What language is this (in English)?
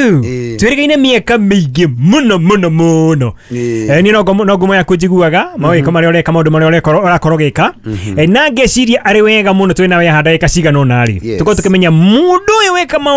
Kikuyu